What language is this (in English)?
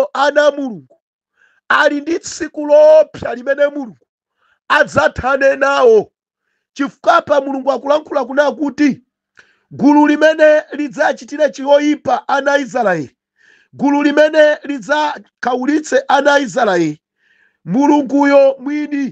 Nyanja